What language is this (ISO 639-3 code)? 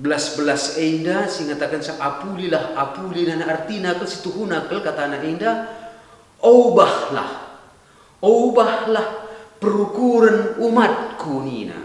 btx